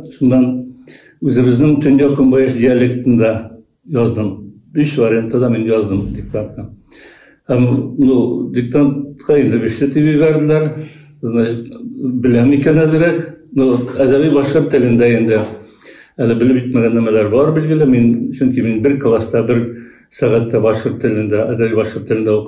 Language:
Bashkir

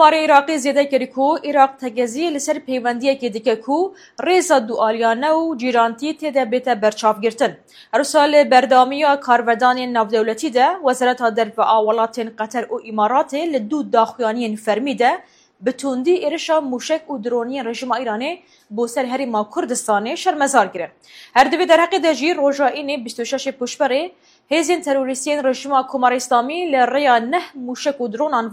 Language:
Kurdish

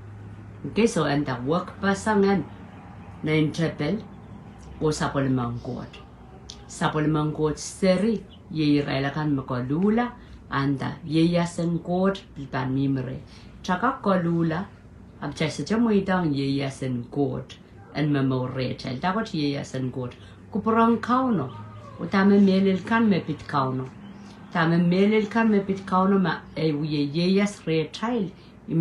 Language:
Pohnpeian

